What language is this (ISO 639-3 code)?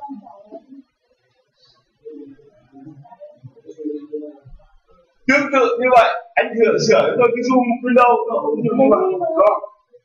vie